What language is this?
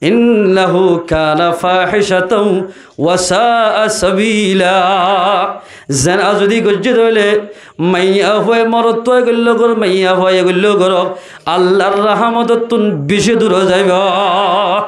Rohingya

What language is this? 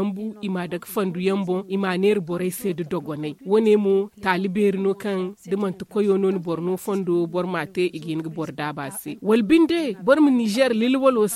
Zarma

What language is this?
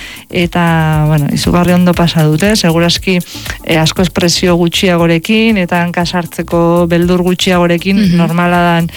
Basque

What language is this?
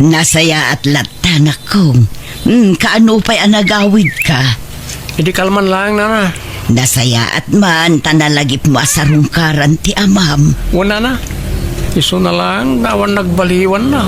Iloko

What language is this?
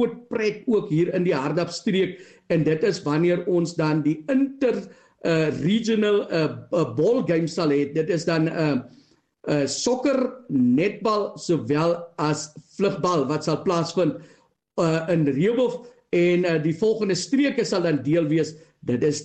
Afrikaans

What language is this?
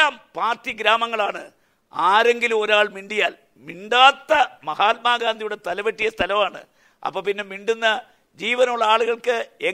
Malayalam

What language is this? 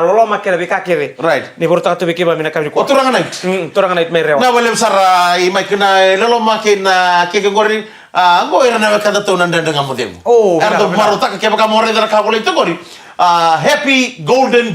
Fijian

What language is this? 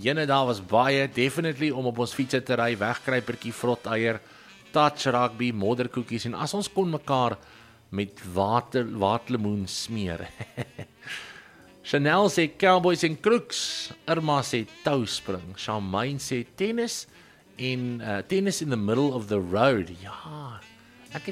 Afrikaans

